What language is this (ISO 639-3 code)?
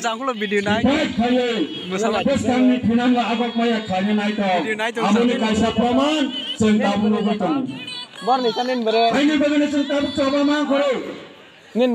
trp